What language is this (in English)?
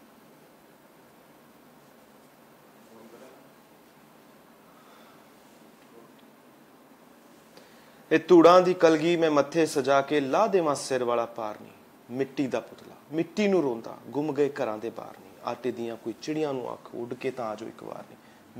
Punjabi